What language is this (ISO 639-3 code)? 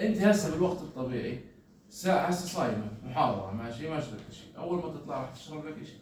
apc